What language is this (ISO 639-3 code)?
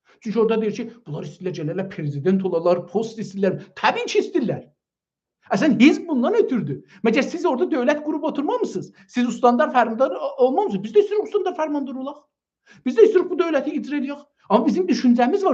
azb